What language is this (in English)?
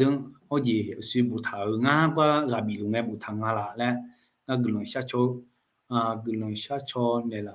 Akha